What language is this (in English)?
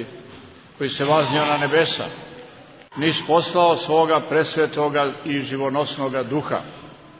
Serbian